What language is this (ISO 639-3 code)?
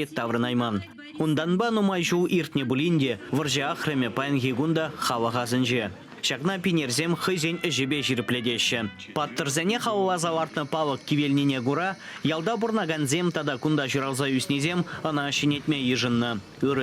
chv